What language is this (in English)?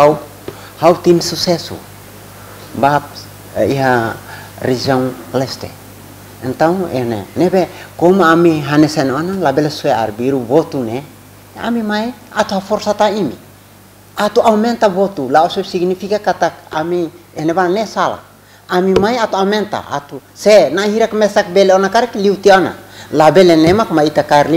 Tetum